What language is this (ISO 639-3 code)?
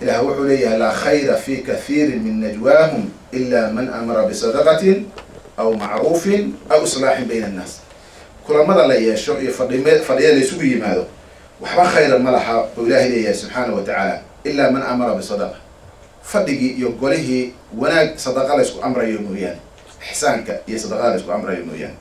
som